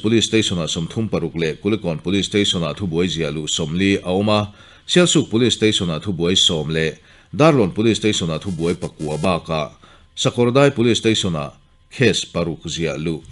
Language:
Mizo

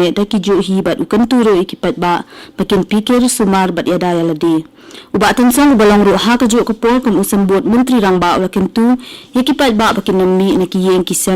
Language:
Khasi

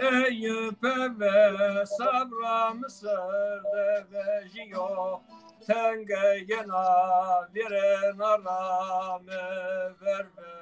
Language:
Zaza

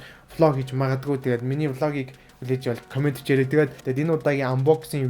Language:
Mongolian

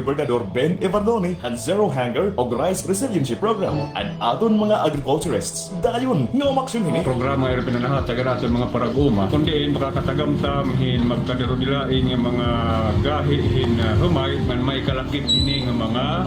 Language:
Waray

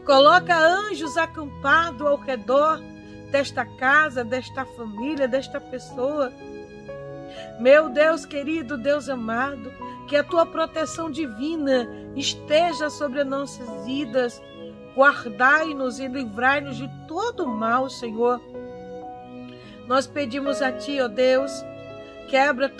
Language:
Portuguese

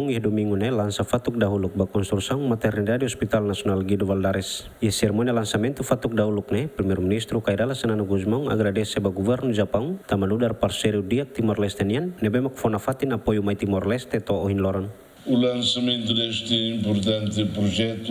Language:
Tetum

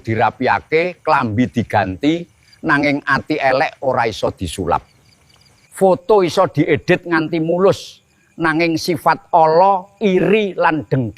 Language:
Javanese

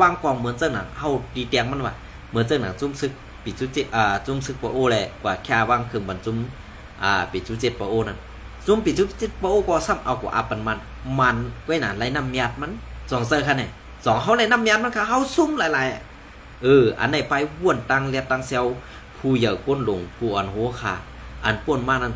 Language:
Shan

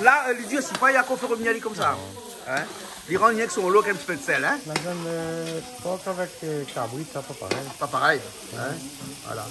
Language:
Réunion Creole French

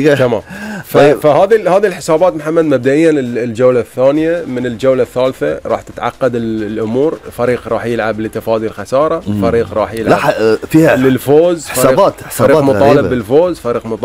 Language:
Gulf Arabic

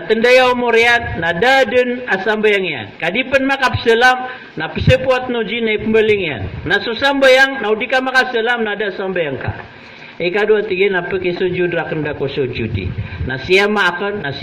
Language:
Maranao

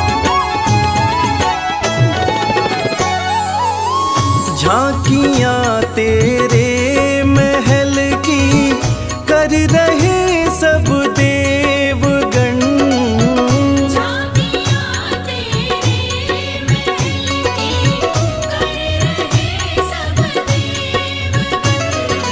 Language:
Hindi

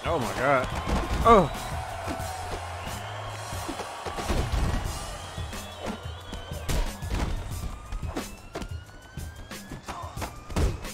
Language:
English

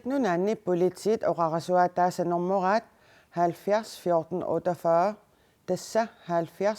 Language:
Kalaallisut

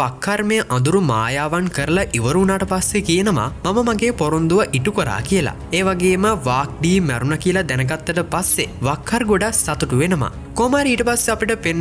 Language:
Sinhala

